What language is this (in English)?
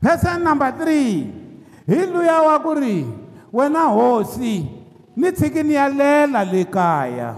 Tsonga